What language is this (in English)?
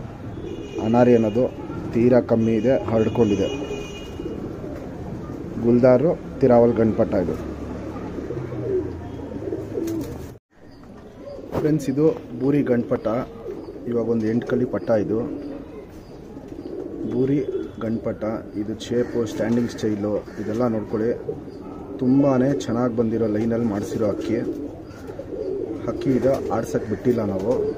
Kannada